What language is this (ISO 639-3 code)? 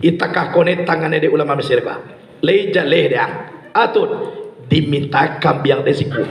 min